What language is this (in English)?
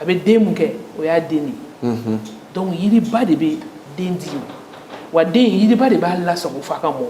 Bambara